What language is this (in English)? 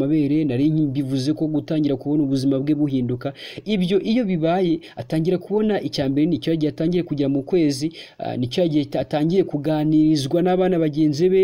Kinyarwanda